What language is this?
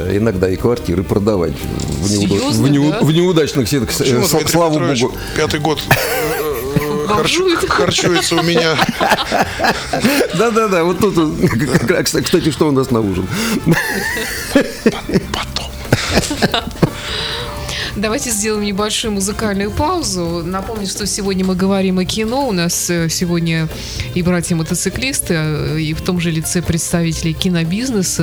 Russian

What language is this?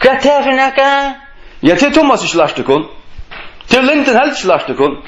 Faroese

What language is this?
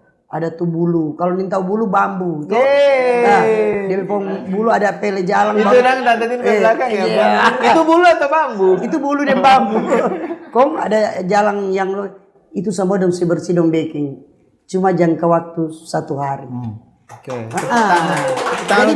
Manado Malay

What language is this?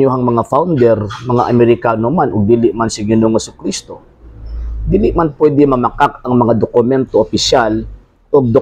Cebuano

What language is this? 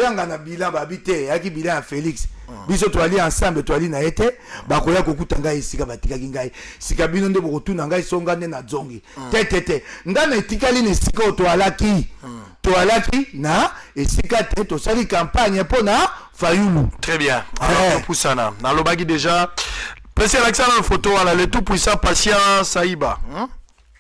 Lingala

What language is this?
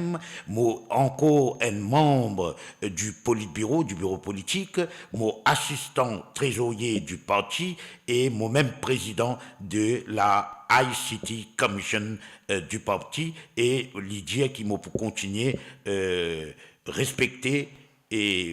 Morisyen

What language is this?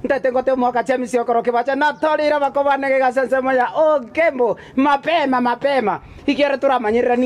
Gusii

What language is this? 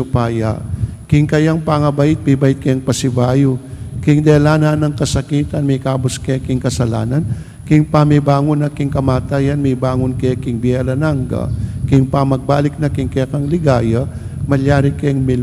Pampanga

